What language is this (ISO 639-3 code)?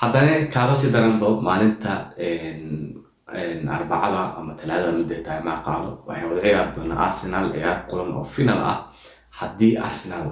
som